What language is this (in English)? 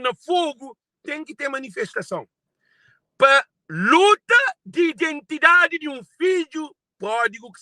Kabuverdianu